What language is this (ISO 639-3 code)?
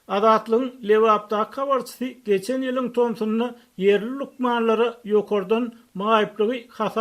tuk